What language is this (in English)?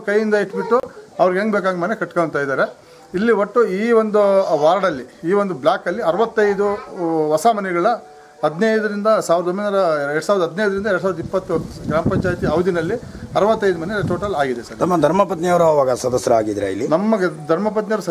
Kannada